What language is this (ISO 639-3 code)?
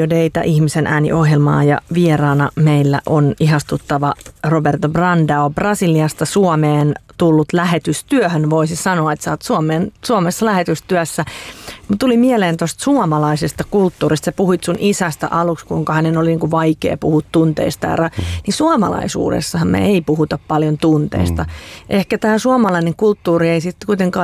fin